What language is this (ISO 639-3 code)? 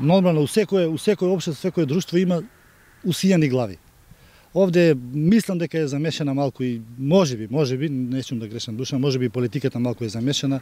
mkd